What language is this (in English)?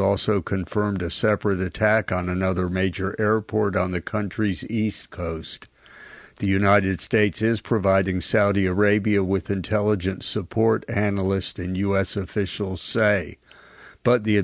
English